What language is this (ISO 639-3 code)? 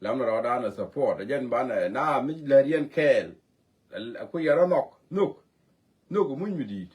nus